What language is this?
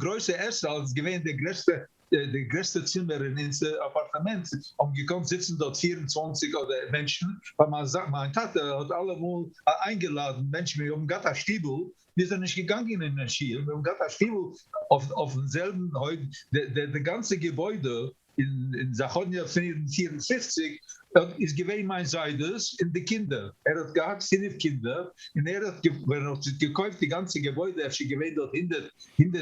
Yiddish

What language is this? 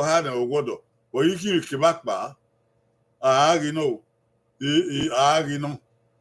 Bini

